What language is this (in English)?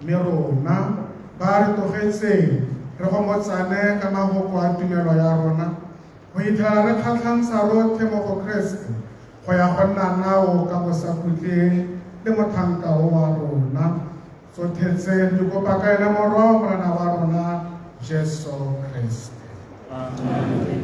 Tswana